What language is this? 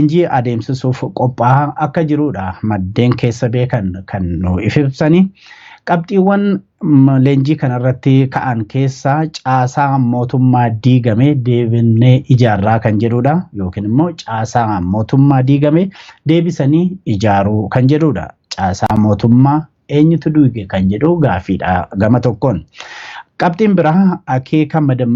Oromo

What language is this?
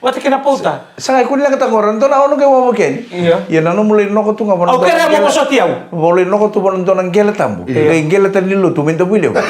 Fijian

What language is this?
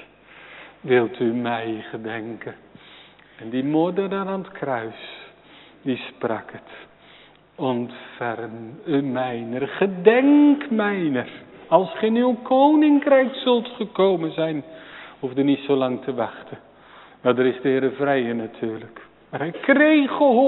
Dutch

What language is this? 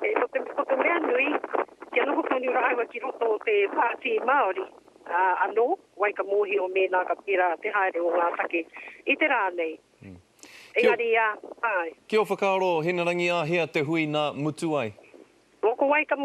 Māori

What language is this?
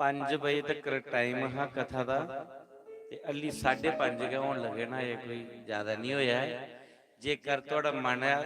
Dogri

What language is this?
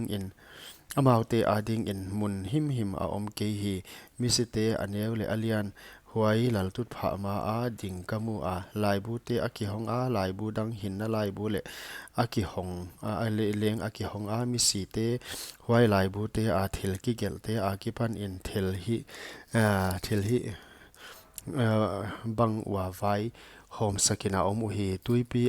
Paite Chin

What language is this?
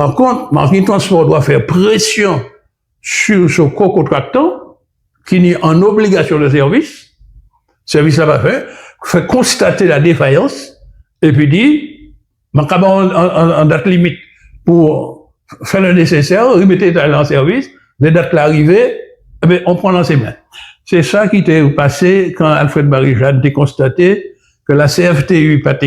Guadeloupean Creole French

